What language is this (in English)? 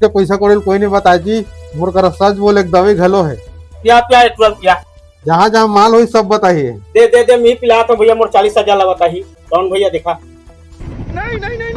Chhattisgarhi